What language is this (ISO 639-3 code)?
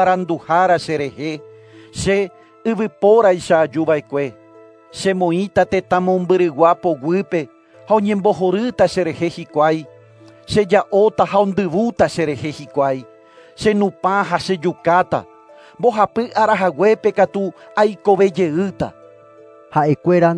grn